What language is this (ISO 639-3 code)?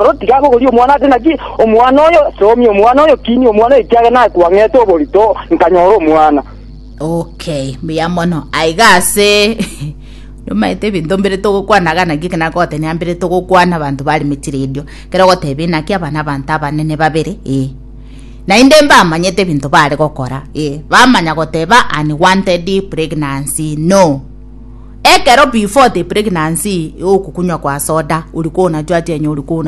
guz